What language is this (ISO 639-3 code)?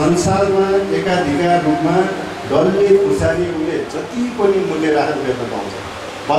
nep